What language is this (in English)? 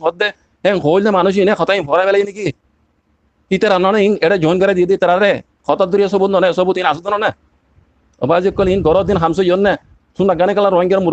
Rohingya